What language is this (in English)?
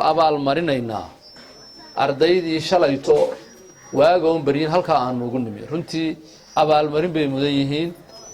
Somali